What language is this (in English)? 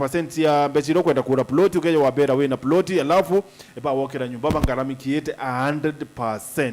Meru